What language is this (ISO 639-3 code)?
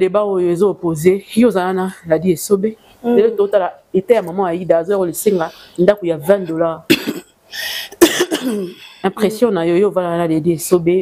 lin